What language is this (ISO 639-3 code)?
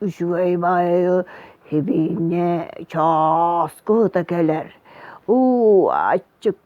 sah